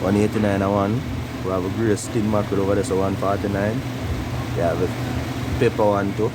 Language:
Jamaican Creole English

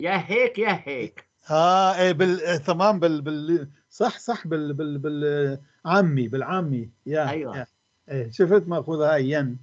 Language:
North Levantine Arabic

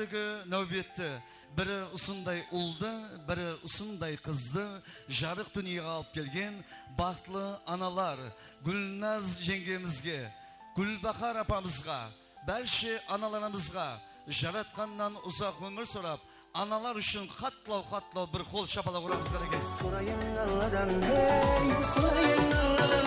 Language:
Kara-Kalpak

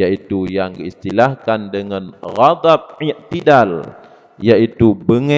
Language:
Achinese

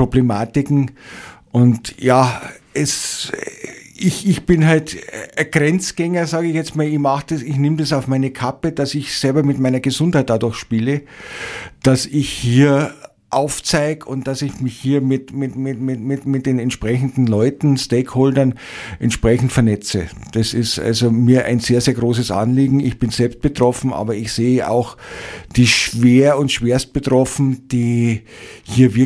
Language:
German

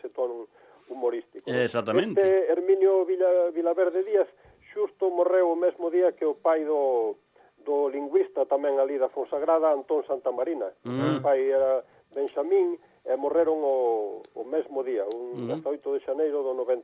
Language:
Galician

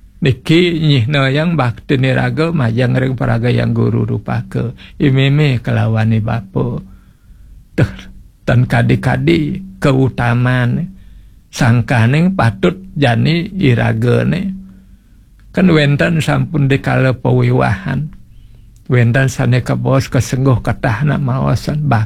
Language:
Balinese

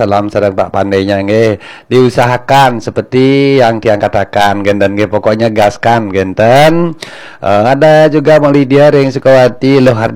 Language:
Balinese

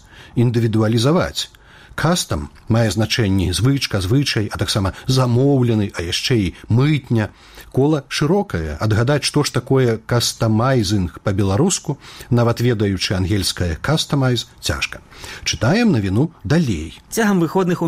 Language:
Belarusian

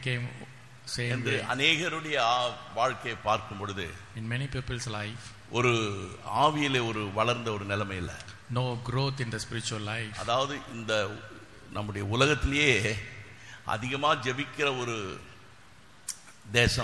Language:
Tamil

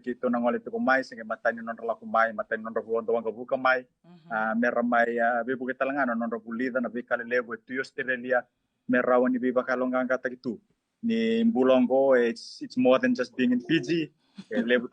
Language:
Fijian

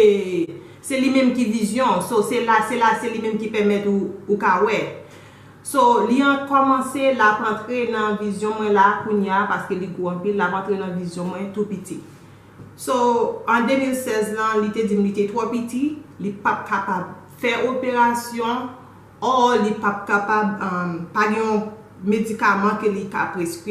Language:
Haitian Creole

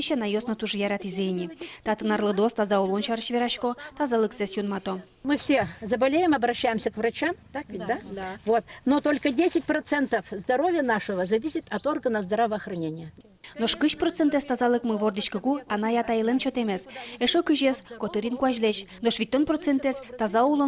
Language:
Udmurt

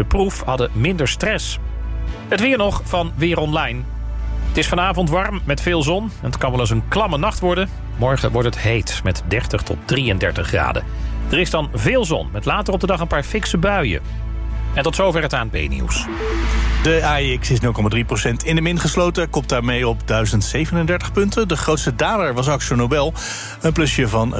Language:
Dutch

